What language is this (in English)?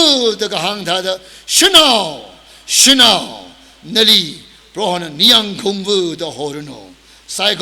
Tangkhul Naga (India)